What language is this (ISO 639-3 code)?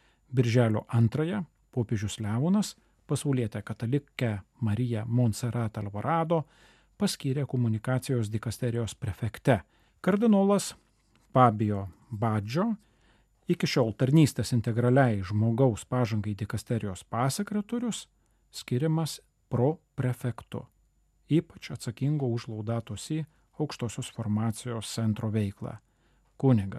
lit